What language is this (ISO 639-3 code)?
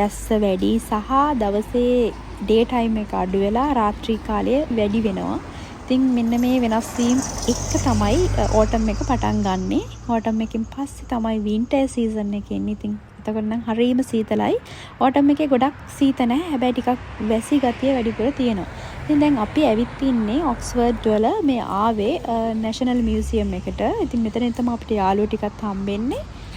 sin